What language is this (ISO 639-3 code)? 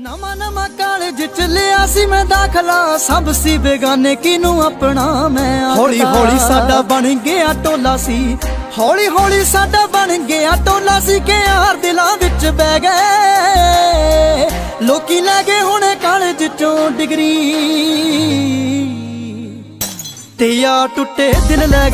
pan